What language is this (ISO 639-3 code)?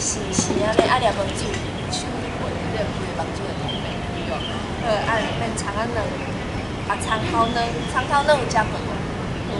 nan